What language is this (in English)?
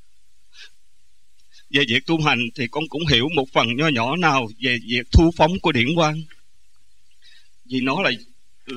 Vietnamese